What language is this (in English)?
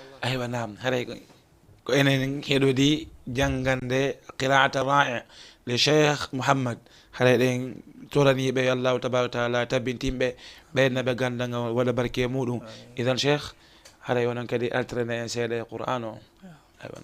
Fula